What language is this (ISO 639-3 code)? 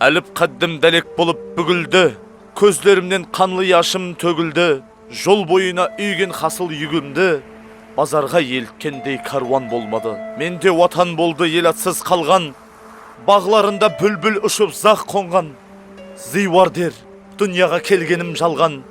kaa